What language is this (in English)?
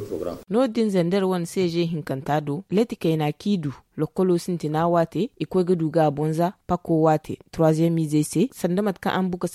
Zarma